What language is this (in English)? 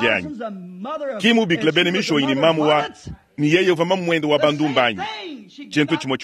Luba-Lulua